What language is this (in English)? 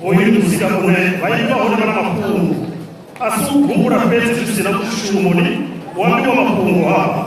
Venda